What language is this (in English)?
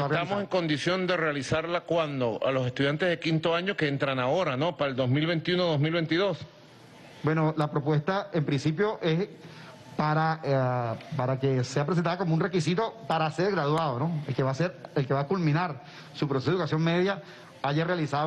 Spanish